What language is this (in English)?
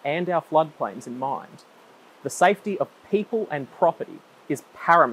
English